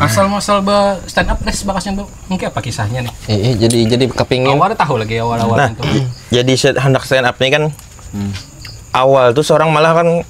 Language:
Banjar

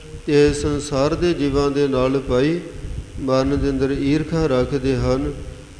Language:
Punjabi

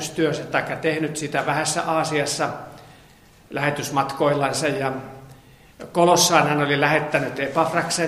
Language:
Finnish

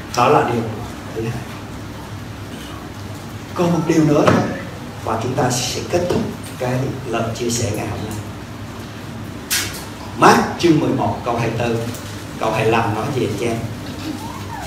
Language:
Vietnamese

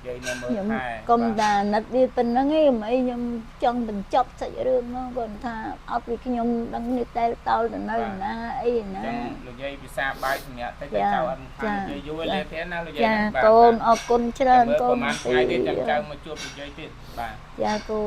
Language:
Khmer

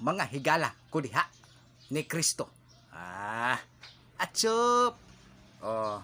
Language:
Cebuano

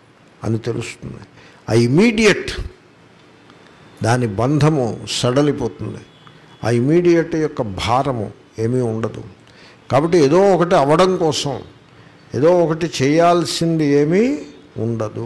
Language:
Telugu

